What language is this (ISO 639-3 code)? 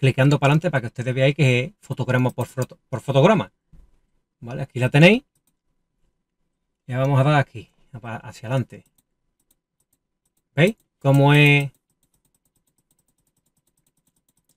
spa